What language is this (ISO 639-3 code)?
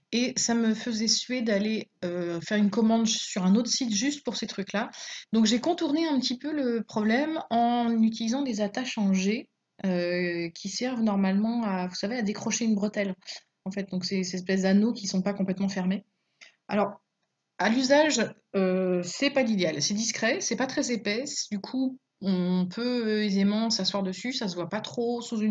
fra